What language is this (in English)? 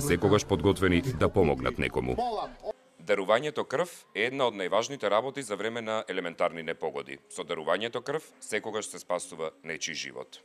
Macedonian